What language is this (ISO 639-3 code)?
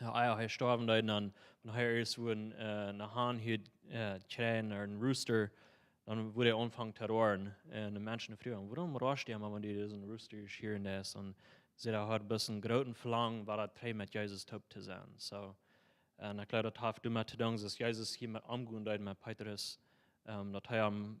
pdt